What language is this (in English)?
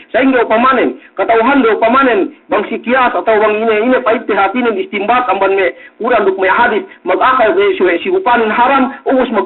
Yakan